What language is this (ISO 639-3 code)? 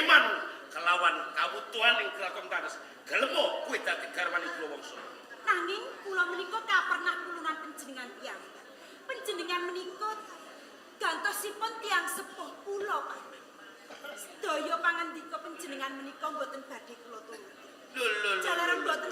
jav